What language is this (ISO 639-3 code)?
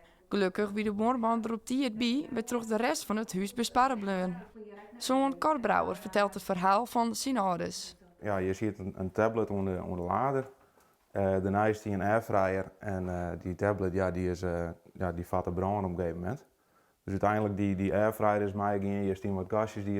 fry